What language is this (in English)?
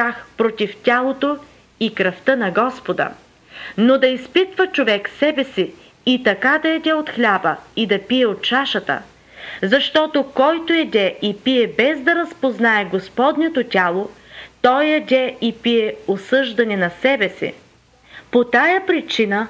Bulgarian